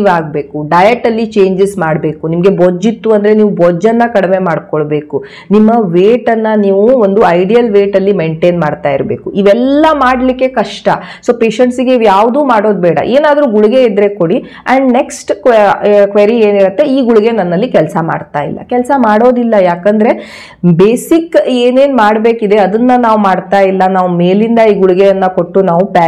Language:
Kannada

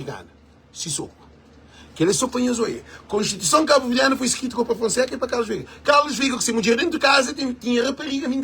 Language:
Kabuverdianu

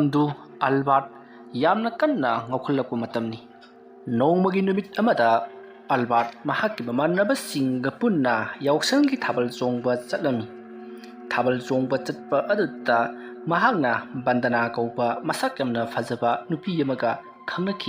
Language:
Manipuri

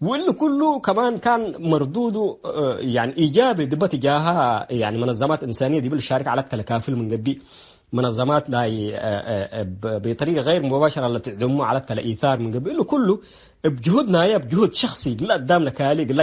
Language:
Tigre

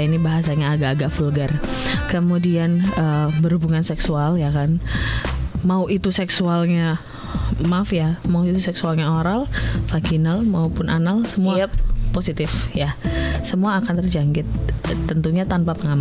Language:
Indonesian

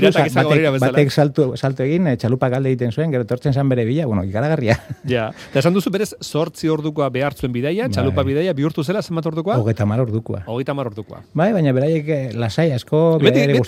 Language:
Basque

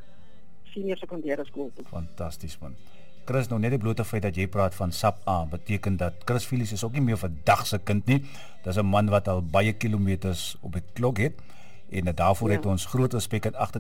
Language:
Afrikaans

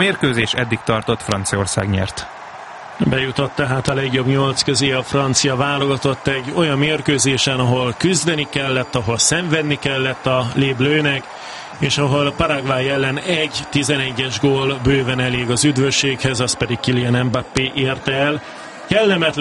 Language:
Hungarian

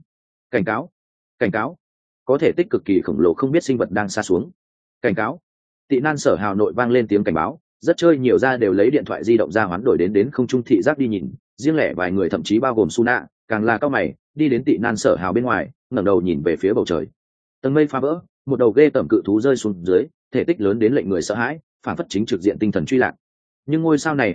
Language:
Vietnamese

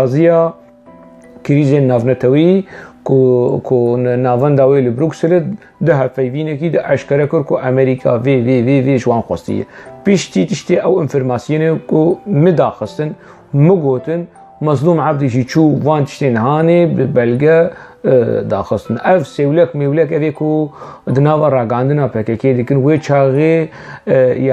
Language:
Kurdish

